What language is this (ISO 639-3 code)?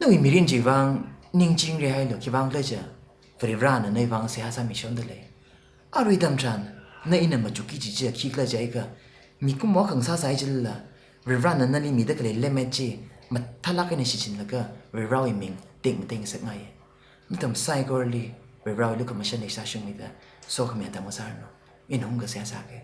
nmf